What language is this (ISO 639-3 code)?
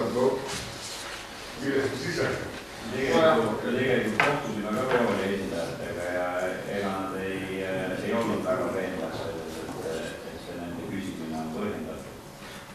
est